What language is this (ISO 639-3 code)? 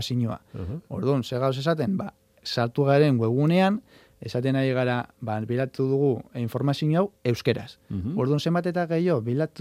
eus